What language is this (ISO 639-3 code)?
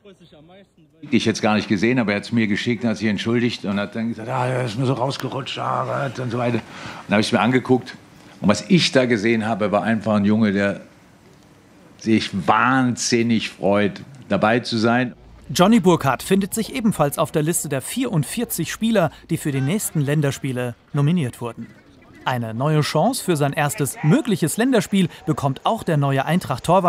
deu